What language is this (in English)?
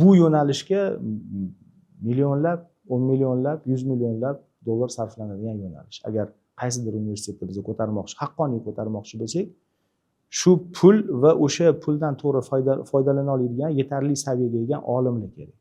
Uzbek